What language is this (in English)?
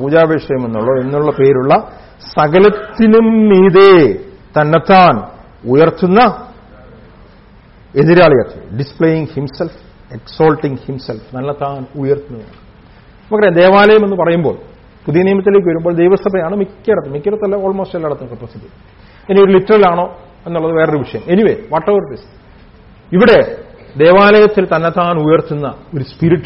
Malayalam